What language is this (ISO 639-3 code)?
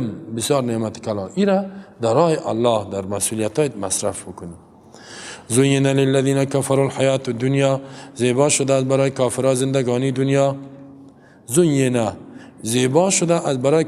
fas